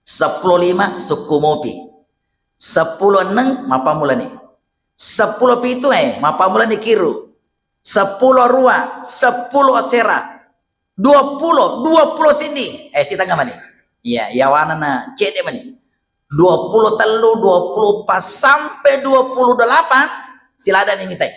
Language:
Buginese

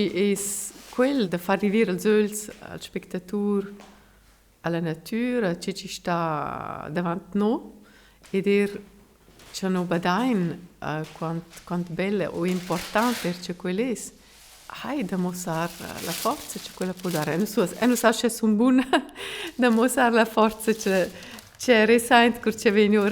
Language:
Romansh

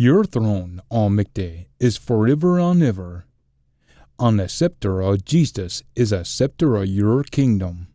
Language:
Scots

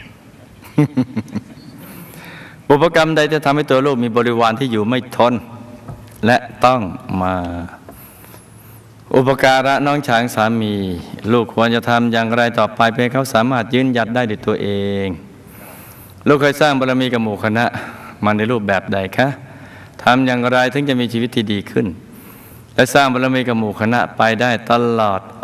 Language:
Thai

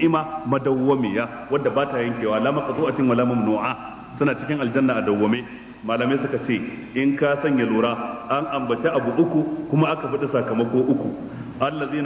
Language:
Hausa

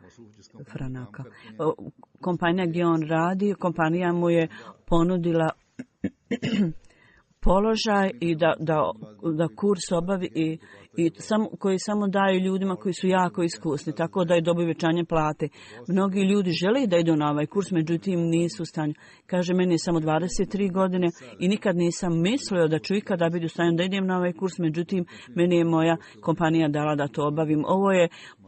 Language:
Bosnian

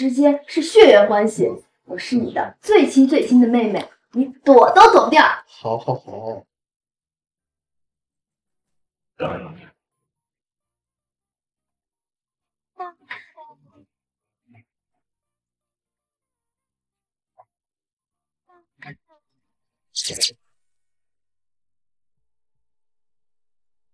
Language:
Chinese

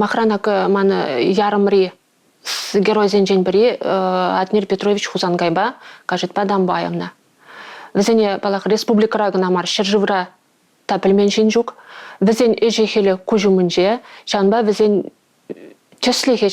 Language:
Chuvash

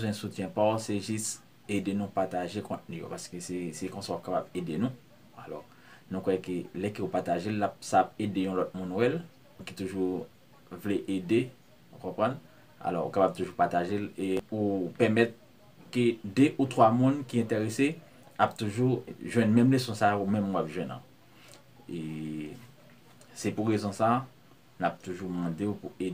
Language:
Haitian Creole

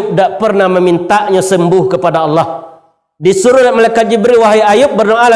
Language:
Minangkabau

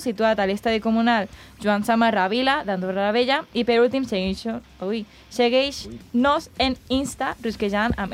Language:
Catalan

